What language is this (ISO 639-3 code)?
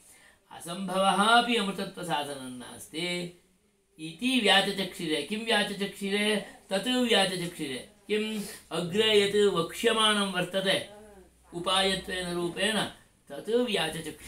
san